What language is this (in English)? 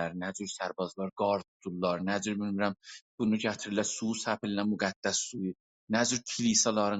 South Azerbaijani